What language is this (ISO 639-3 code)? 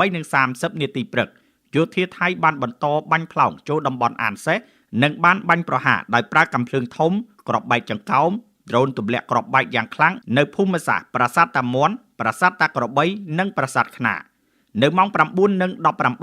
khm